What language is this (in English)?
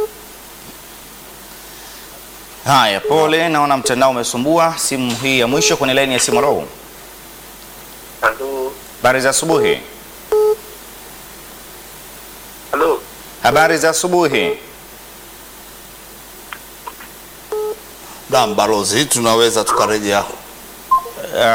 Swahili